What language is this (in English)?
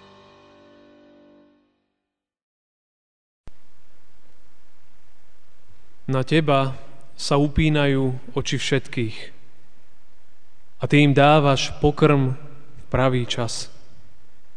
Slovak